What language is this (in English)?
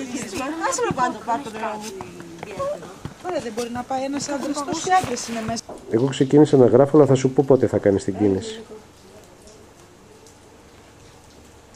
Greek